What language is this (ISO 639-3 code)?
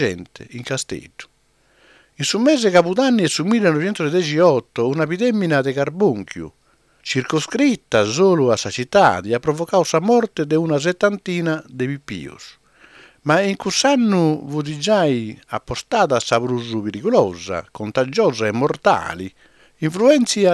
srd